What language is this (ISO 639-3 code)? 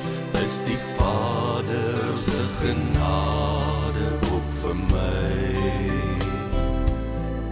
afr